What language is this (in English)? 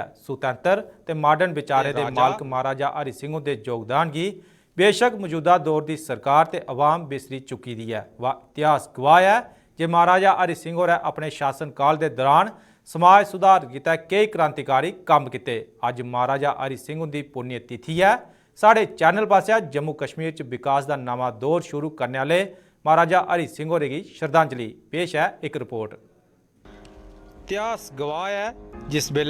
Dogri